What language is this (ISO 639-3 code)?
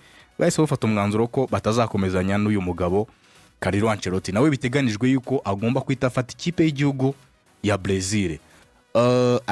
run